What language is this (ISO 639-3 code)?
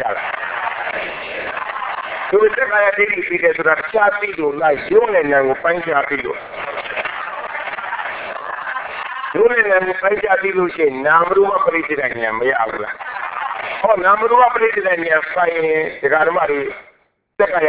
mya